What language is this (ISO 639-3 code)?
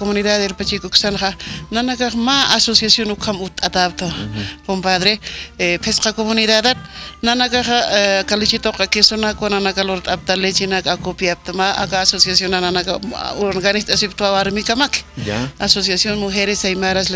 aym